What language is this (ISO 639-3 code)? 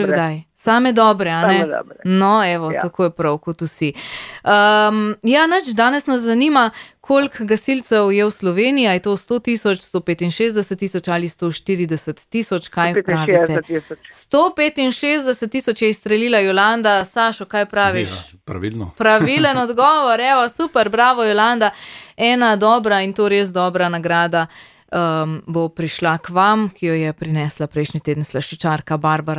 slv